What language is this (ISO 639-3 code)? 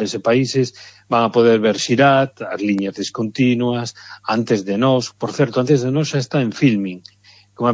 glg